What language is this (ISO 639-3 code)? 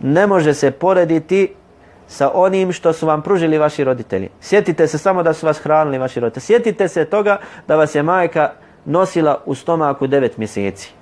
bos